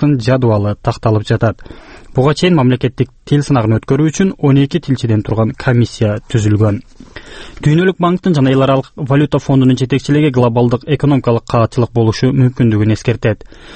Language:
Kyrgyz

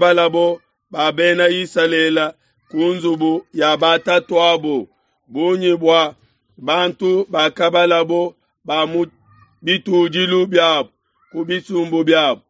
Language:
Luba-Lulua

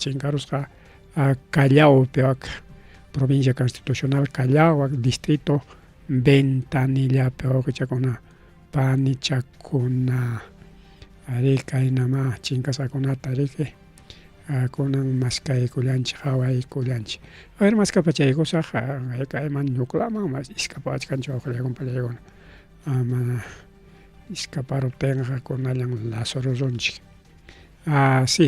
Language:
Ayacucho Quechua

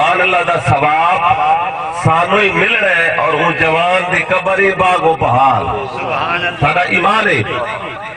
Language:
Saraiki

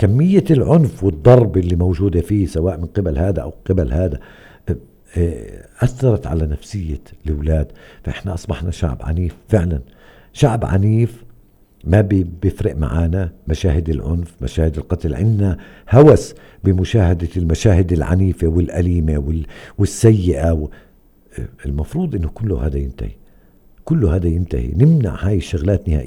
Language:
North Levantine Arabic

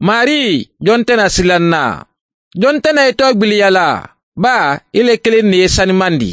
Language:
Mandingo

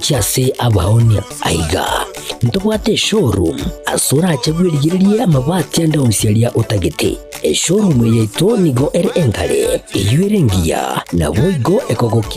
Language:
Gusii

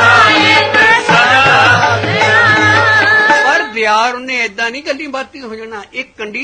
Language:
Punjabi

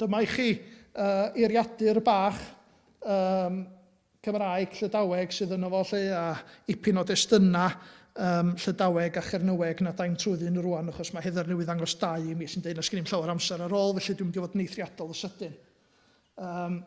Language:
Welsh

